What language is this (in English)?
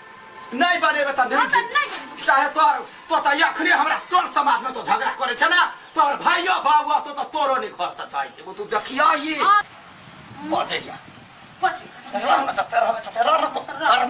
Maithili